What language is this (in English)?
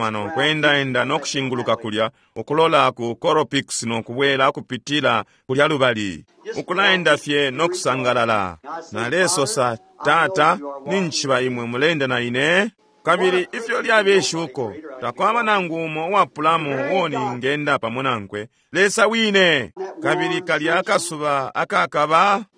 Bemba